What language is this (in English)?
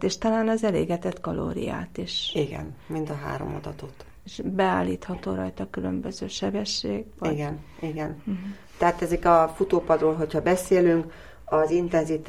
Hungarian